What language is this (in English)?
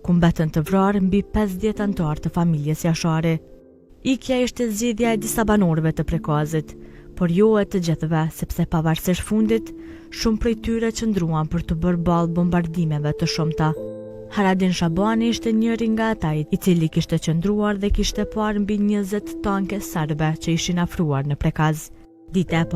Albanian